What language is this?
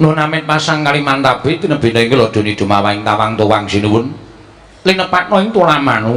Javanese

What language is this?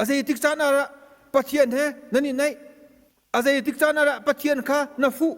Hakha Chin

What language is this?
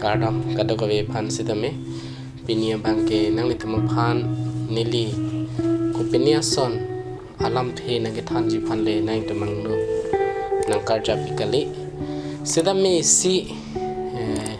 Karbi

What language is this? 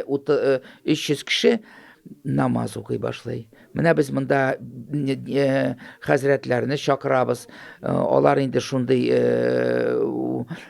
Tatar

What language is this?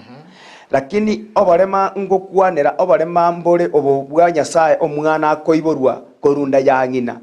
Gusii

